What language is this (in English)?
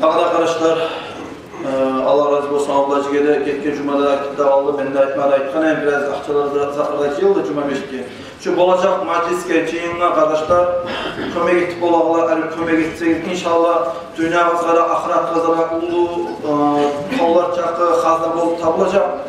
Kumyk